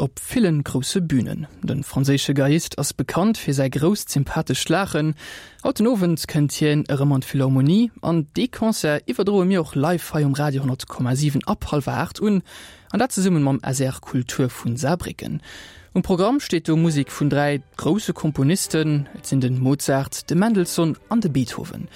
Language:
Luxembourgish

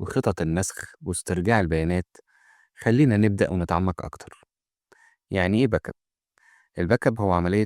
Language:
Egyptian Arabic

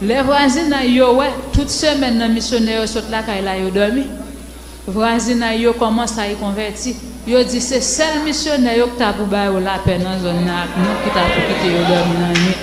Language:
Haitian Creole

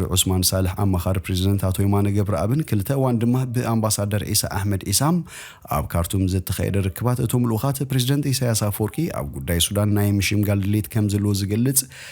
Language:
Tigrinya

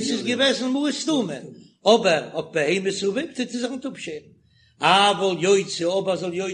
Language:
Yiddish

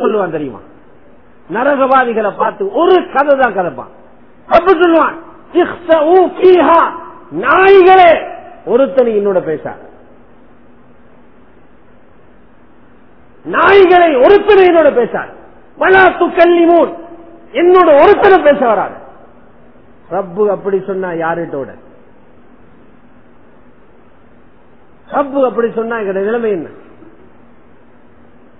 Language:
Tamil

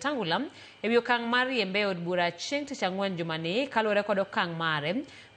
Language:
Luo (Kenya and Tanzania)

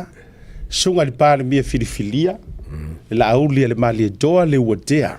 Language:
Samoan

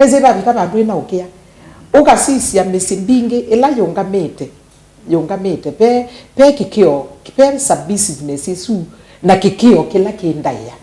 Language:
Kamba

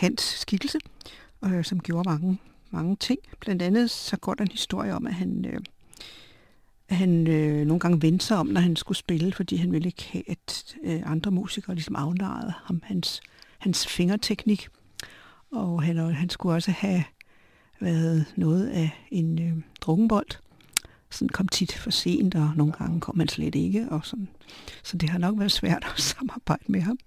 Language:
Danish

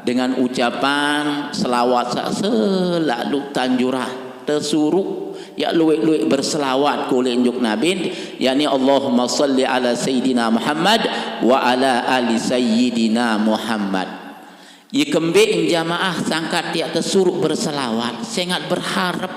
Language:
Sasak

